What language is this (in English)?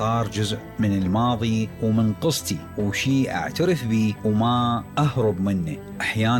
Mesopotamian Arabic